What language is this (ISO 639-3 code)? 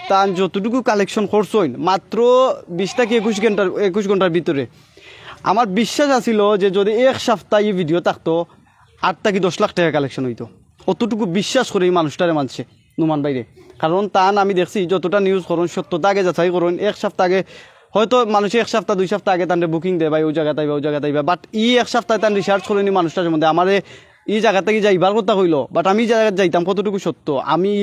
syl